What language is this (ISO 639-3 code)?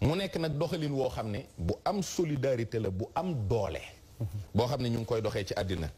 wol